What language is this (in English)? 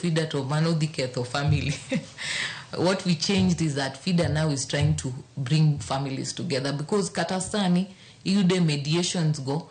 Luo (Kenya and Tanzania)